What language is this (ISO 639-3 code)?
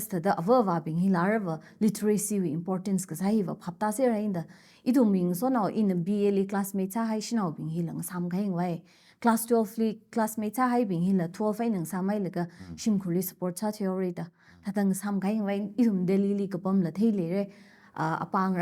nmf